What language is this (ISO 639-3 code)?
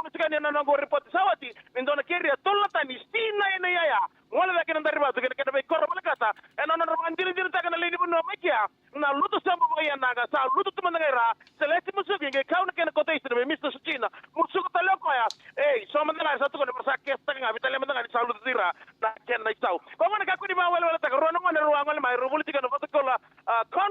fij